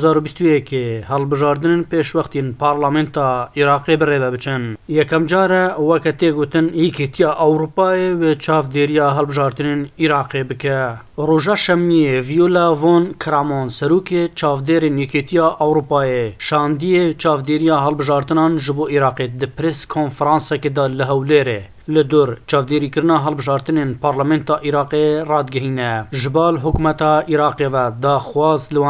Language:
Kurdish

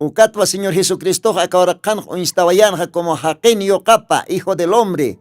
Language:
Aymara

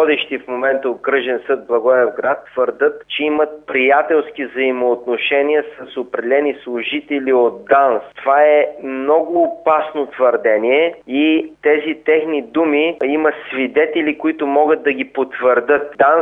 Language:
Bulgarian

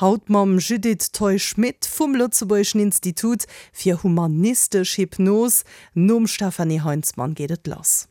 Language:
Luxembourgish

